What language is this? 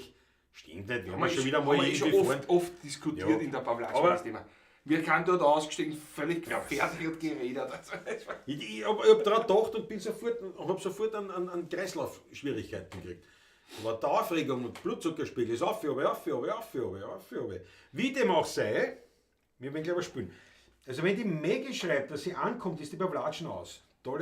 Bavarian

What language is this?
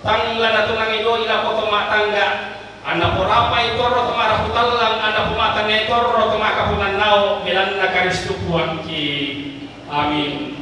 Toraja-Sa'dan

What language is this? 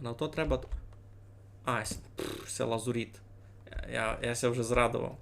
Rusyn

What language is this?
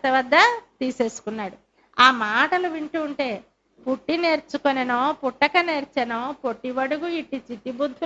Telugu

